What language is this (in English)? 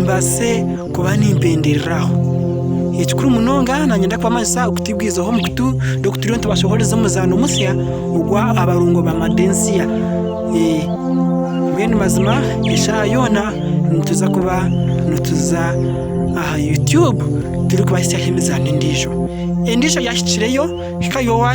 Nyankole